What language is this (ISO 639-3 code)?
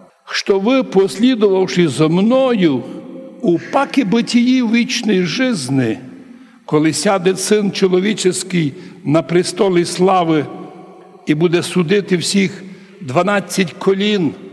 rue